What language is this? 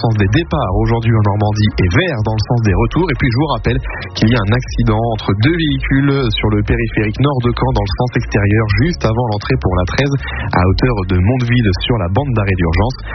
French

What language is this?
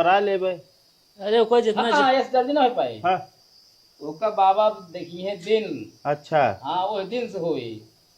Awadhi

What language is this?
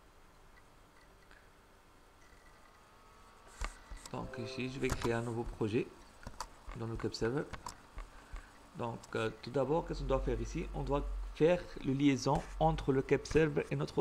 French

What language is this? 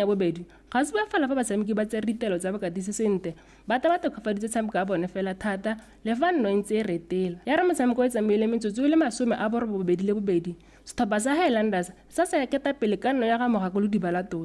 Tswana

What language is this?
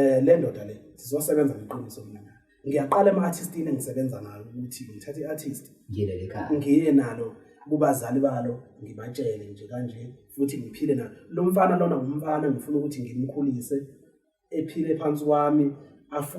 Zulu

